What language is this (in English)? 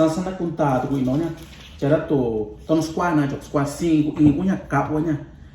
Mixtepec Mixtec